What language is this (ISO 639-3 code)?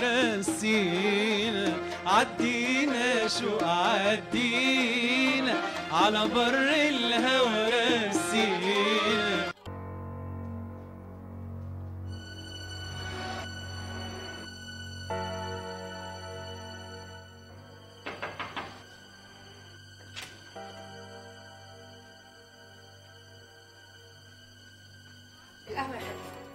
arz